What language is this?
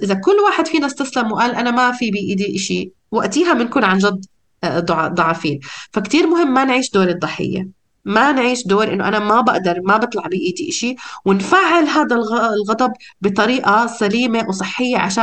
North Levantine Arabic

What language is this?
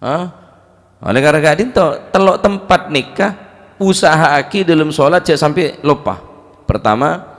Madurese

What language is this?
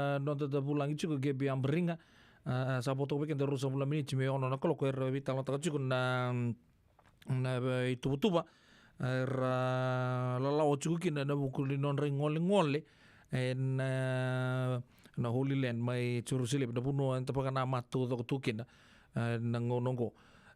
Fijian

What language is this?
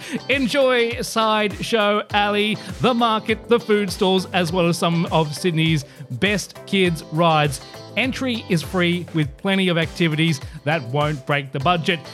English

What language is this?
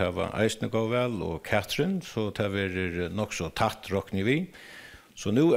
Faroese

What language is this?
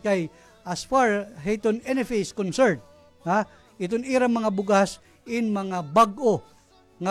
Waray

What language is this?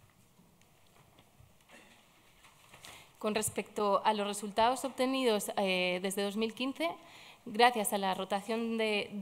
Spanish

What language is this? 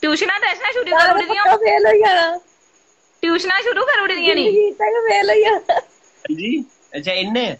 Dogri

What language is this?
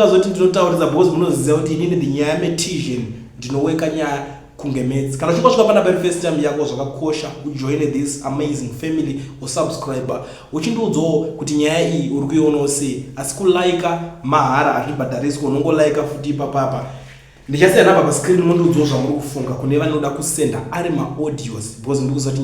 Shona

